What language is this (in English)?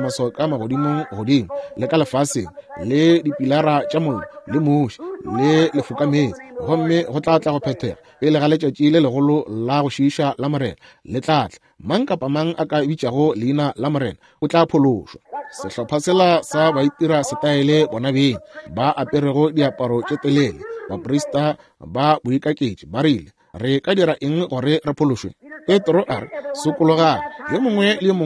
Northern Sotho